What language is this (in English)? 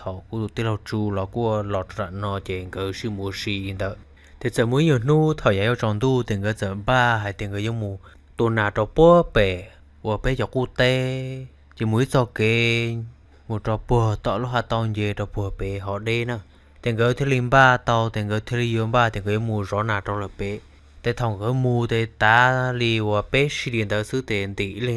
Hmong